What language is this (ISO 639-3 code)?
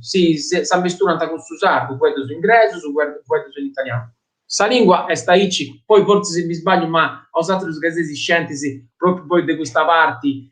srd